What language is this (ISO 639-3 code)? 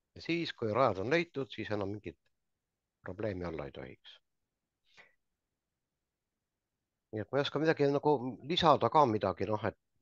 est